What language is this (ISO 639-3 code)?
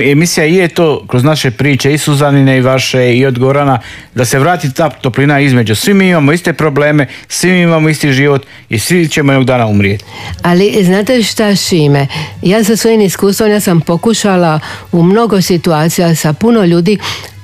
hrv